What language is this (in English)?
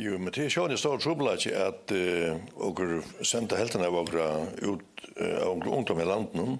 Faroese